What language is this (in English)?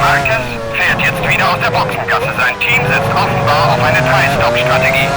Bavarian